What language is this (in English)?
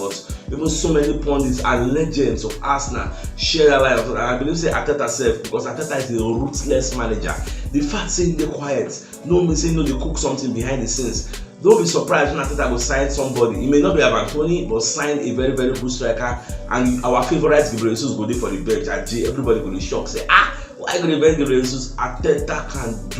Nigerian Pidgin